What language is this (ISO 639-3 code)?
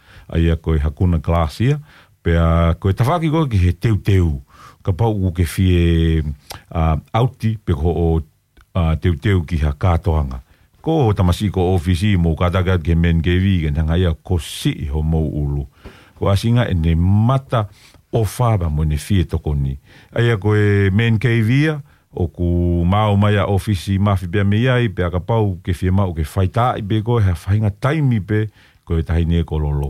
ton